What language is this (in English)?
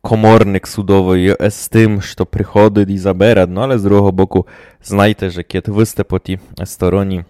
Rusyn